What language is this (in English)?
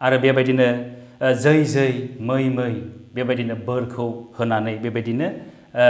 Bodo